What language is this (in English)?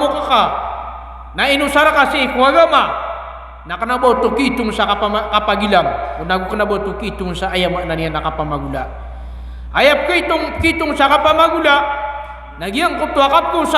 Maranao